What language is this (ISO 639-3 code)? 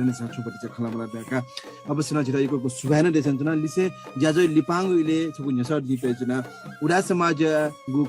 new